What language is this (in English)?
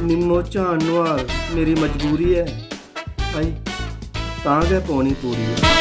Dogri